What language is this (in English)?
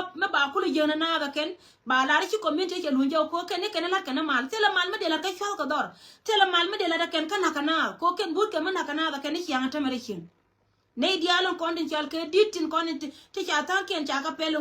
Nuer